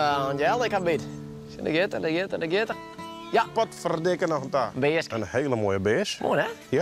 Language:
Western Frisian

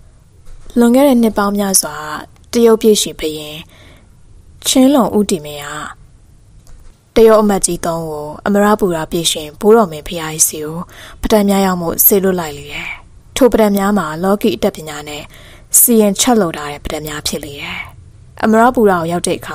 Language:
Burmese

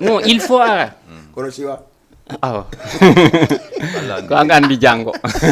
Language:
Fula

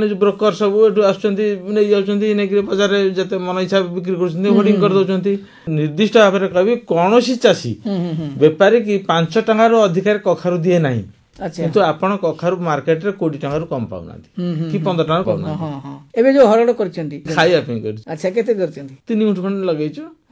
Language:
Odia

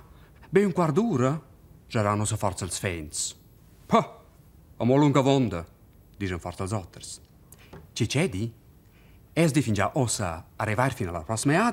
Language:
Romansh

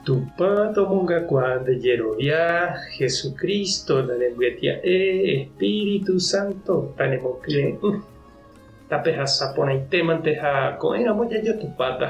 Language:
Guarani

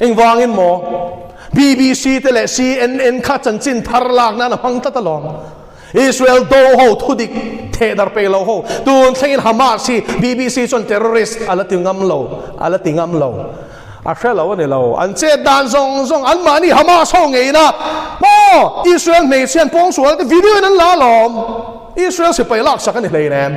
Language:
Mizo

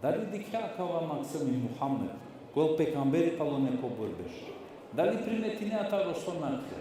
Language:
Balkan Romani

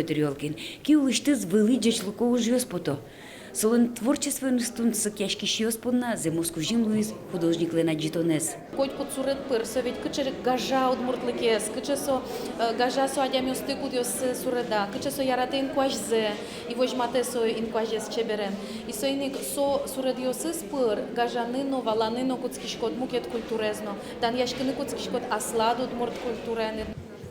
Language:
Udmurt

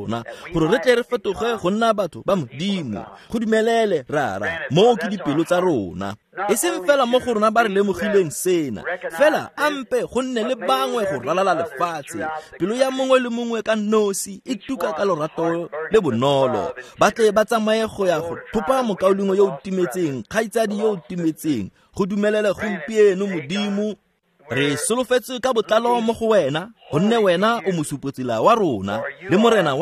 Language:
Tswana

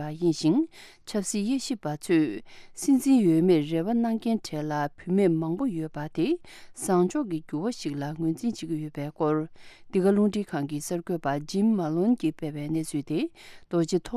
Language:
Tibetan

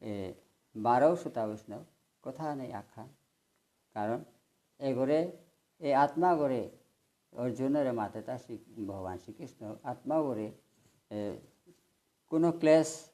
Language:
Bishnupriya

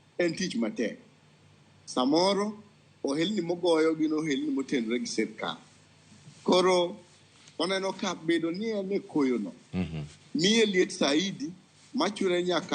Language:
Luo (Kenya and Tanzania)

